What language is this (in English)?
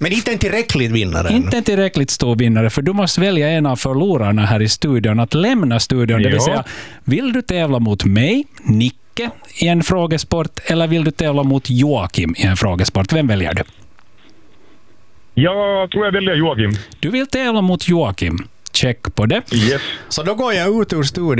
Swedish